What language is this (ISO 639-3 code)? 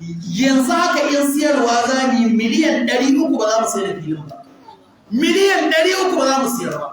hau